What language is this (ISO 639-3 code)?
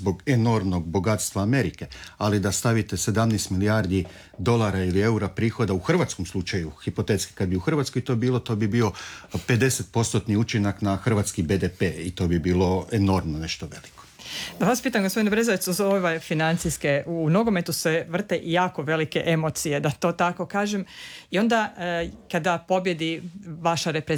hrv